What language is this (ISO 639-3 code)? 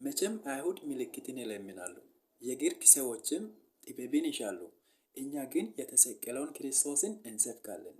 amh